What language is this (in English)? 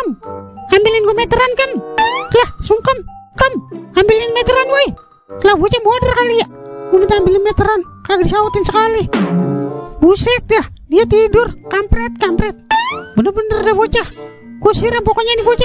Betawi